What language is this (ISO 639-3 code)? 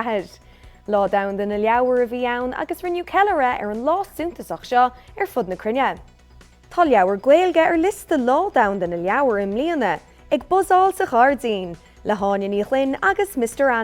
gle